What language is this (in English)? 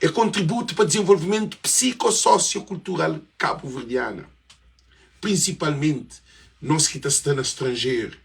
Kabuverdianu